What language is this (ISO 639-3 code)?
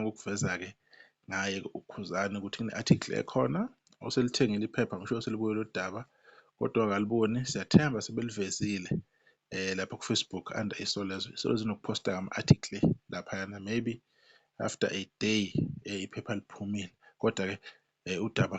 zul